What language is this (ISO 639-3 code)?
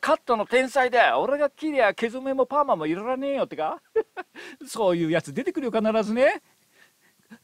jpn